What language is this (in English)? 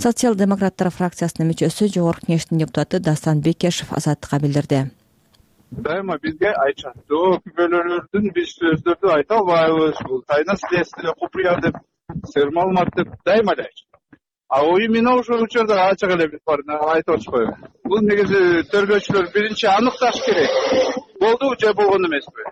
Kyrgyz